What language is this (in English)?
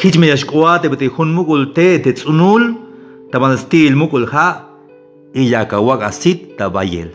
Tzeltal